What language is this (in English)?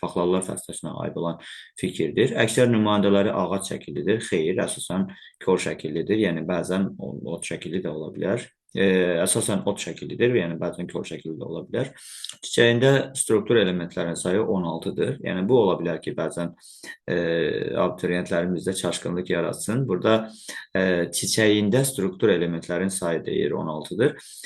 Azerbaijani